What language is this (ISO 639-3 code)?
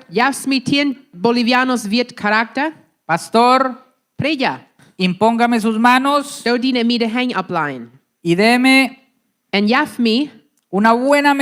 pdt